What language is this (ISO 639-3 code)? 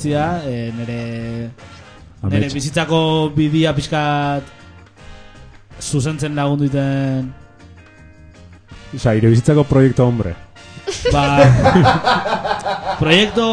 eus